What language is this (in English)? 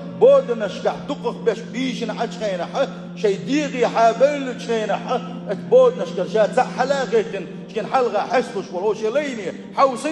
Chechen